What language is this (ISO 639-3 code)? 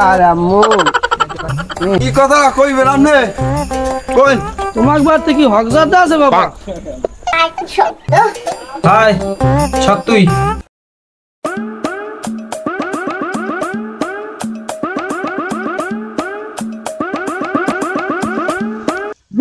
ben